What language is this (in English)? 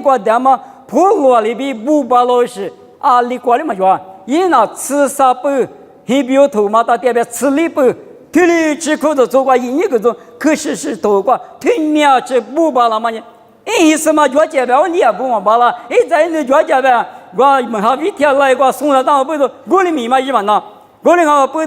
Lisu